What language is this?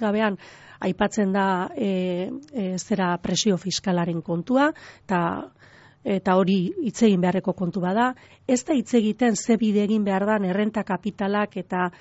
Basque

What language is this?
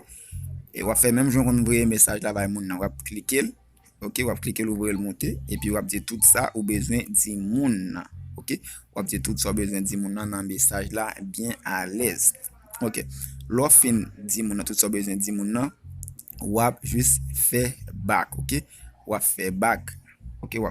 Haitian Creole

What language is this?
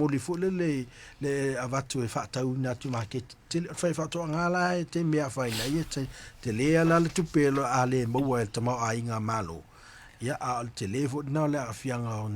Samoan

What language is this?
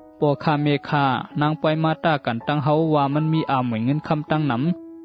Shan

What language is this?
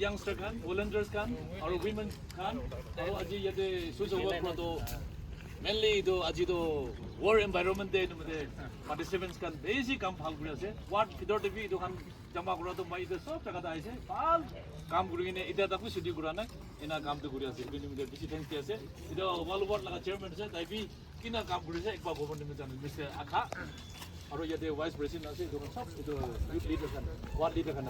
Naga Pidgin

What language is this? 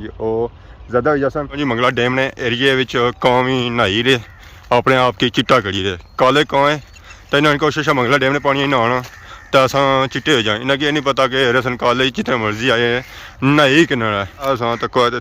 Pahari-Potwari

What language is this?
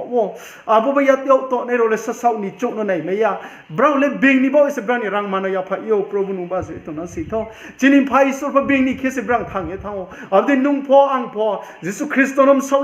Riang (India)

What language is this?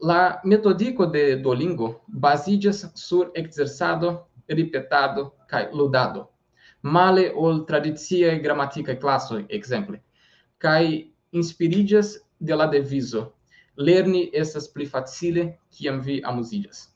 Esperanto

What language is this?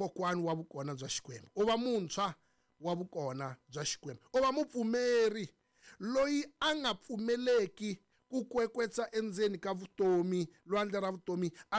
Tsonga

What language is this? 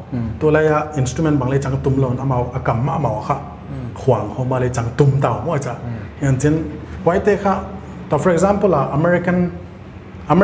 Paite Chin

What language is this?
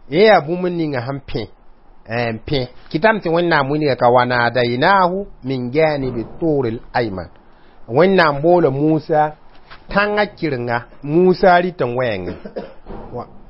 Mossi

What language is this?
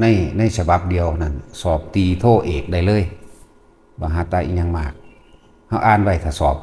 Northeastern Thai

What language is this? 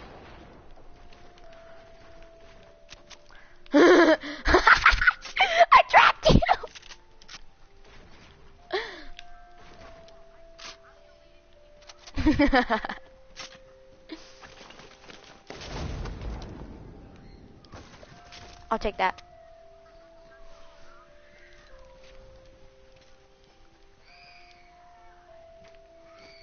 English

